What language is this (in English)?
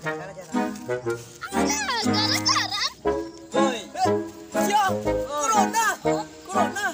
Minangkabau